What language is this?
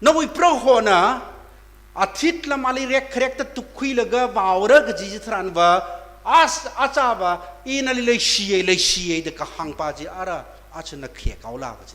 Tangkhul Naga (India)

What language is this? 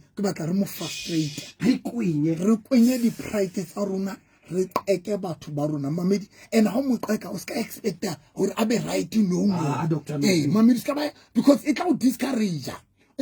Southern Sotho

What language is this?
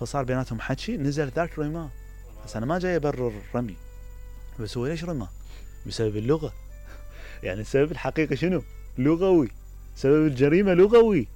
Mesopotamian Arabic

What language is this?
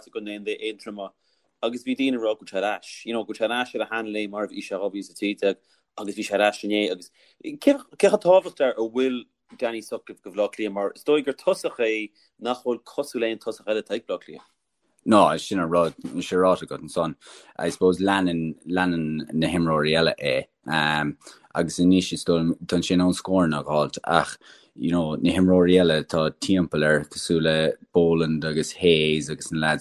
Irish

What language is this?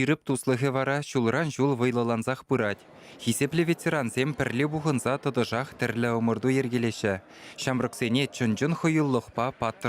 Chuvash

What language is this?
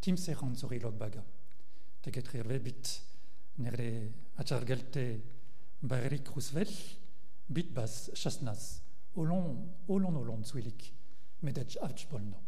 Breton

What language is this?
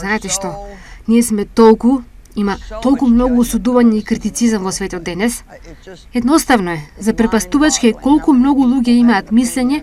Macedonian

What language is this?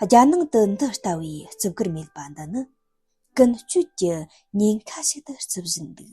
Tibetan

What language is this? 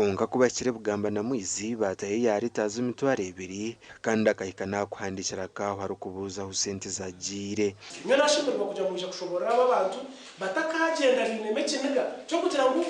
Nyankole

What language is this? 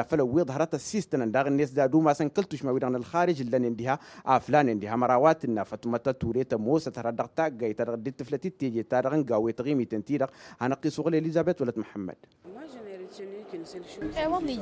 Tamasheq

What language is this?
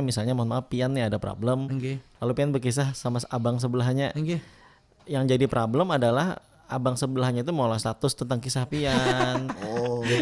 Banjar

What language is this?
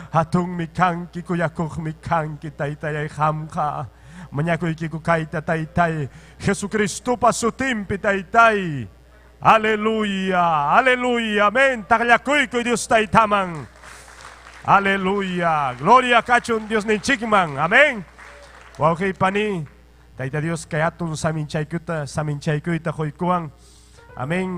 Ayacucho Quechua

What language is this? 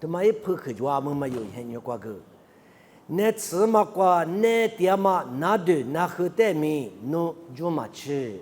Lisu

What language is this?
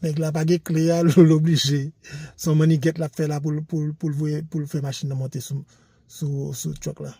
Haitian Creole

